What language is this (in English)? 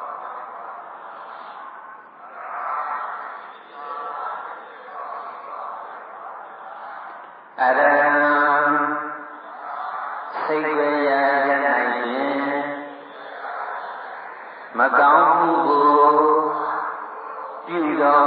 Burmese